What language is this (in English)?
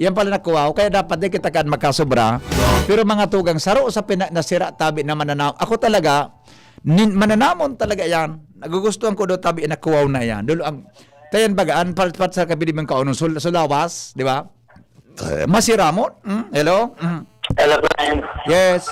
Bikol